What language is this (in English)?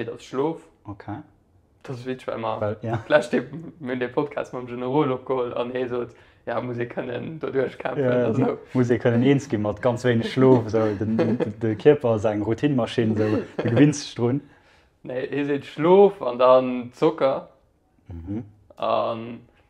Luxembourgish